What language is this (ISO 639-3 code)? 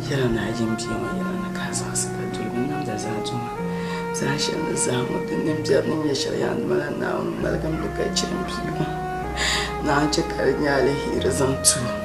dag